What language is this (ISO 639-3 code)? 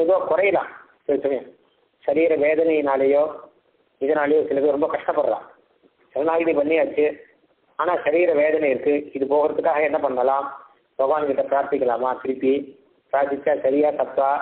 tam